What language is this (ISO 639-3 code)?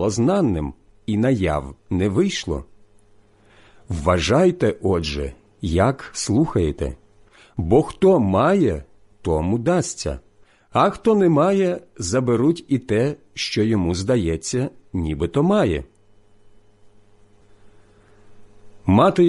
ukr